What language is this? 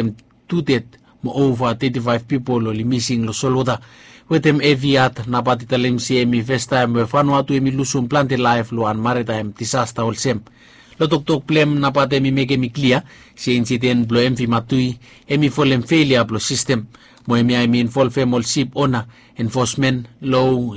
Bislama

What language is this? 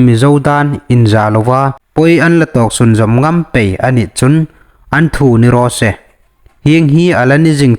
Hmar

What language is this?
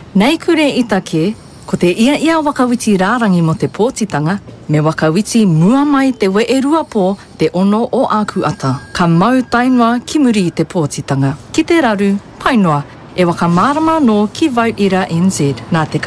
Māori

